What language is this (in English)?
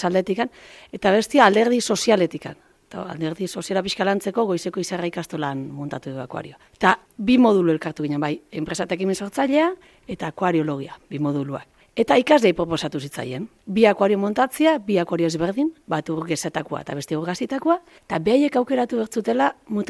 Basque